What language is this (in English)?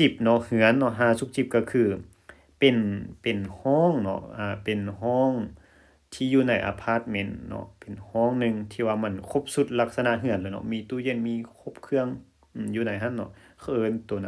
Lao